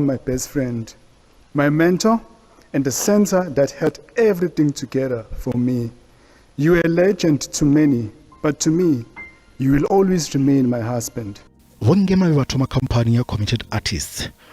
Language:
Venda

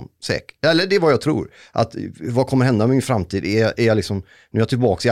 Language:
Swedish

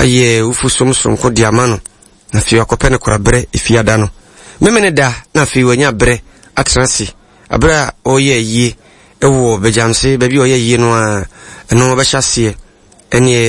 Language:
Akan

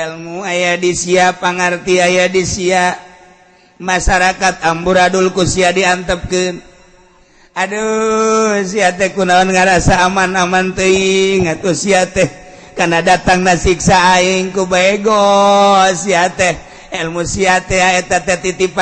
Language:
Sundanese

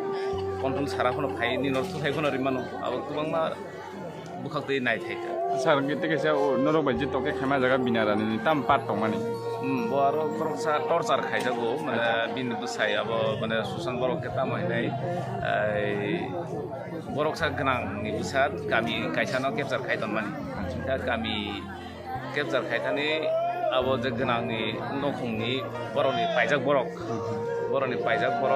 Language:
Kok Borok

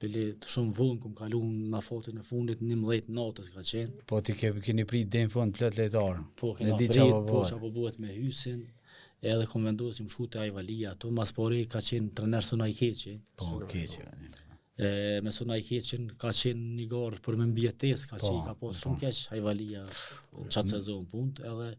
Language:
Albanian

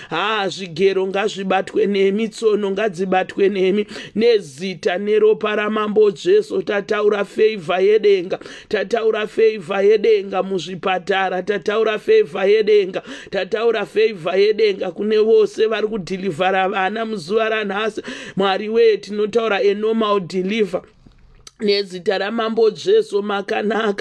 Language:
Shona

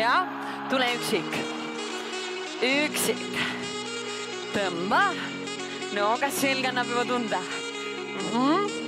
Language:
Estonian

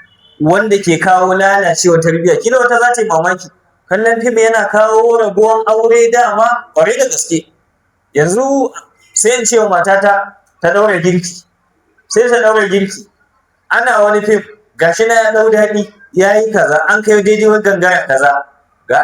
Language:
Hausa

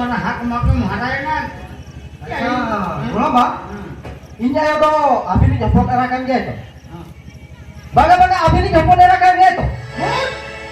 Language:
Santali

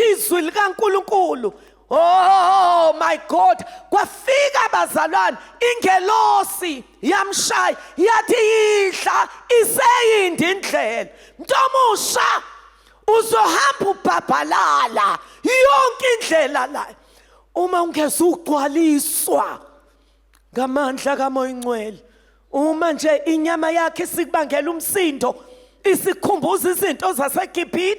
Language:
Zulu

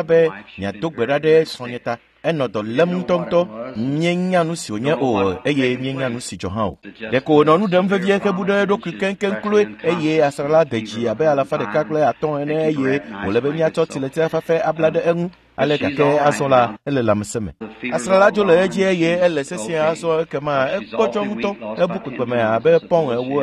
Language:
Ewe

